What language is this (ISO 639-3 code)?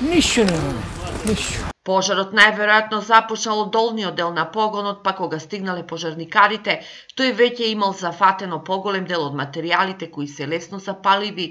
mkd